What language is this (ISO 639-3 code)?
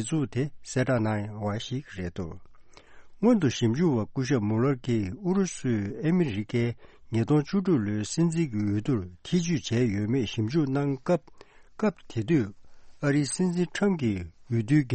bod